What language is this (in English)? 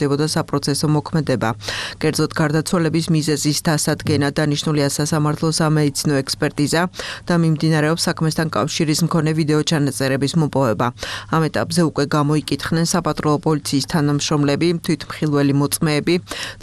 Georgian